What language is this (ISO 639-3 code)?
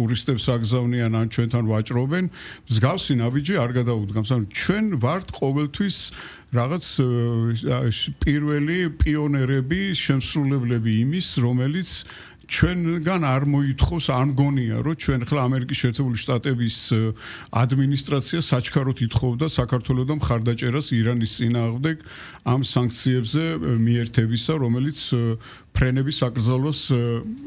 kat